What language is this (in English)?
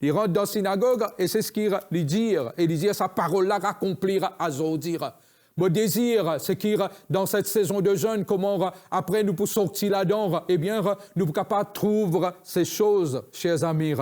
Morisyen